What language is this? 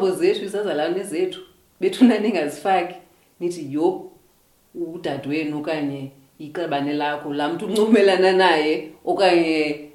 Xhosa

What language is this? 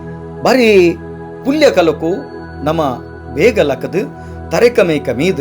Tulu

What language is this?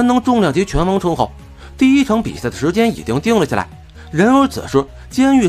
Chinese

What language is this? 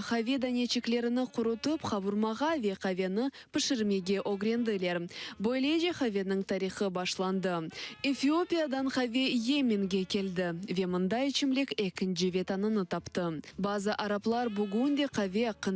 Crimean Tatar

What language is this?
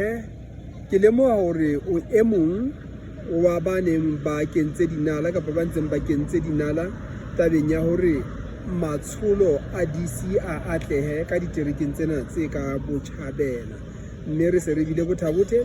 Southern Sotho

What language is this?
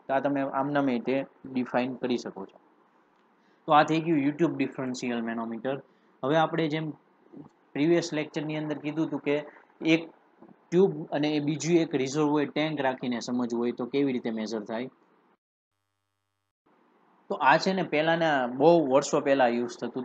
Gujarati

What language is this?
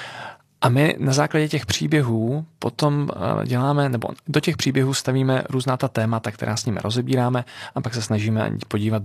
Czech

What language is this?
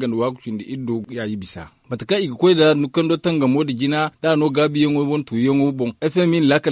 Zarma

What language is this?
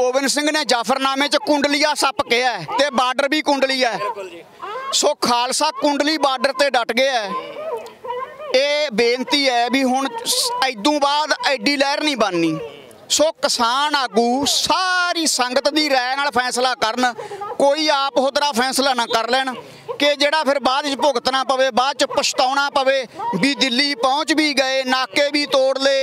Punjabi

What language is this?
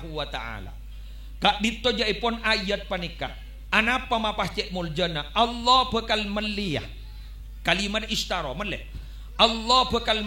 Madurese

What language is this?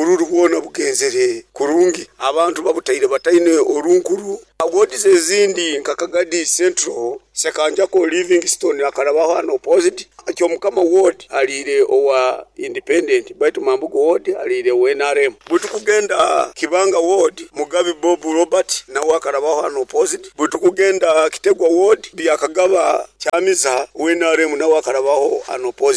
Nyoro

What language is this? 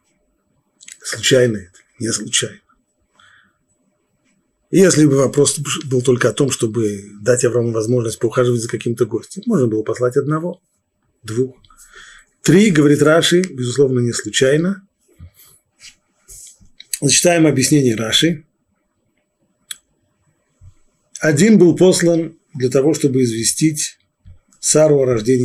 Russian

